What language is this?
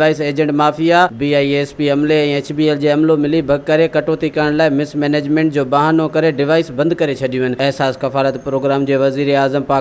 Sindhi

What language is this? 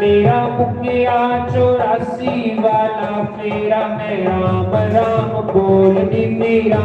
Dogri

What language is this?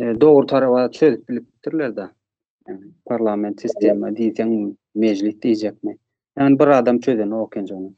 Turkmen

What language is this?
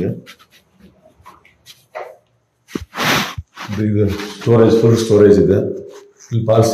Kannada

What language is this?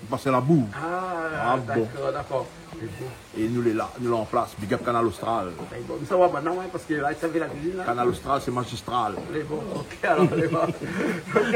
Réunion Creole French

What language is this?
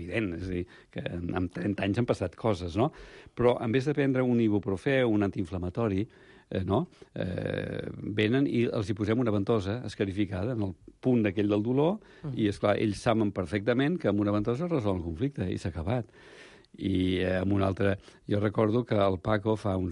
Catalan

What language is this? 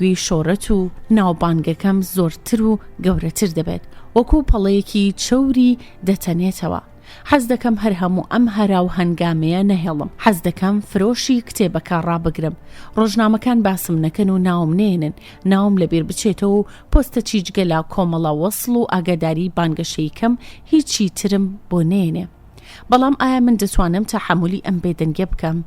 Central Kurdish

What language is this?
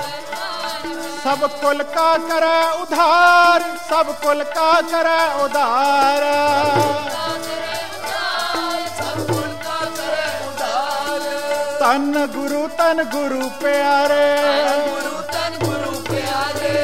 Punjabi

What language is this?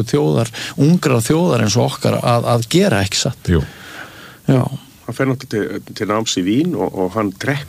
Icelandic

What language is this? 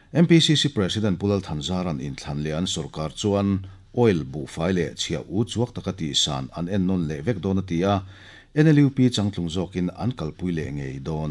Mizo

